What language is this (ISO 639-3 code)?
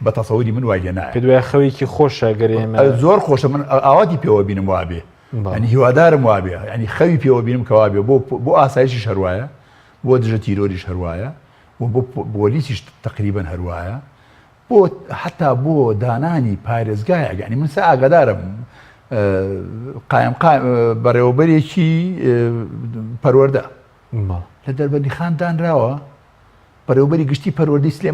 ckb